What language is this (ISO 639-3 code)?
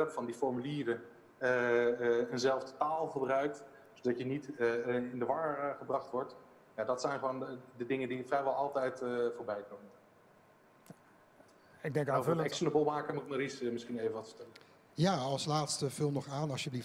nld